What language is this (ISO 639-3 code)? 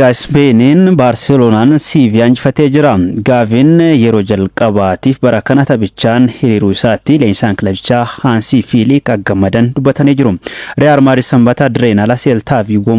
orm